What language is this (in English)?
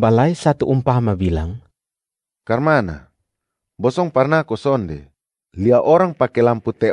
Kupang Malay